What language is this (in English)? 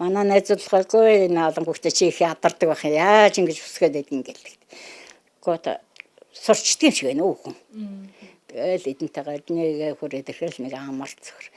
Mongolian